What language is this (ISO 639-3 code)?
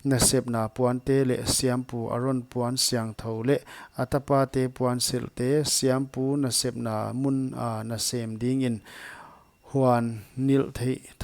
pck